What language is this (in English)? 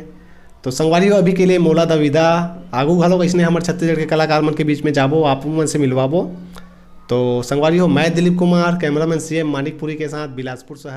Chhattisgarhi